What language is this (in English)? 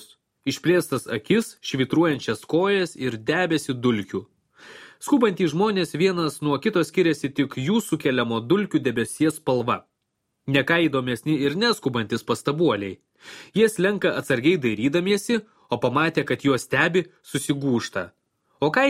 Lithuanian